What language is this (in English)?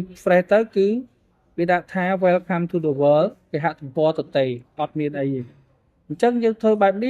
Khmer